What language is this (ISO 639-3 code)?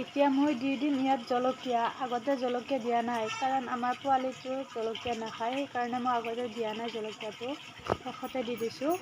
asm